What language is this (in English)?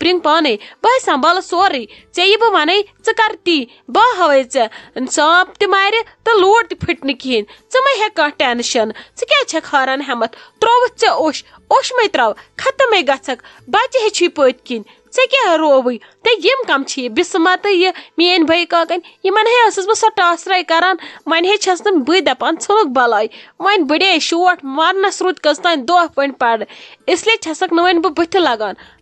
Kashmiri